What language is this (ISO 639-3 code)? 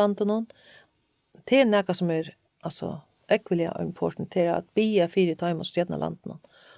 fao